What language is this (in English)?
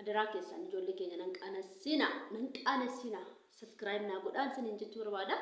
Oromo